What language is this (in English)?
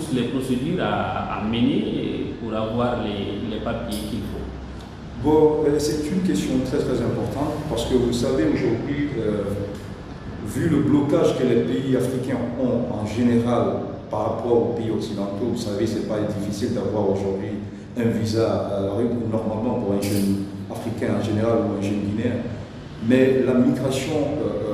French